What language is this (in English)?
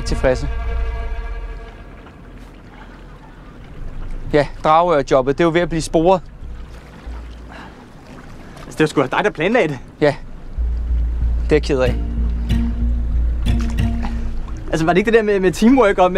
Danish